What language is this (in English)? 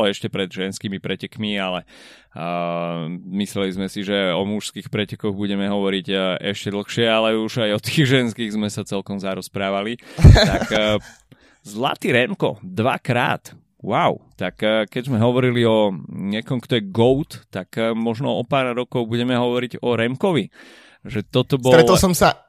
Slovak